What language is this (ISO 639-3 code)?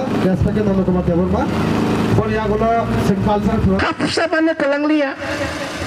trp